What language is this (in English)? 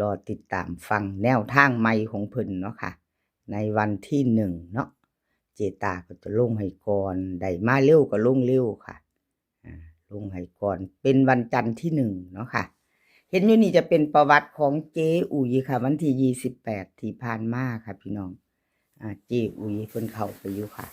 Northeastern Thai